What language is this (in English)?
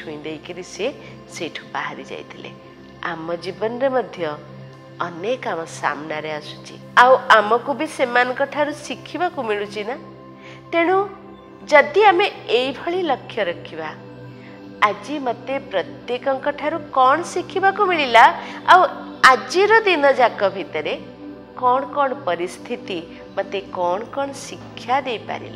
Odia